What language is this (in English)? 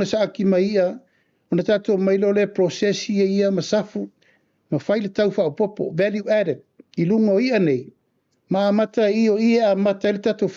Samoan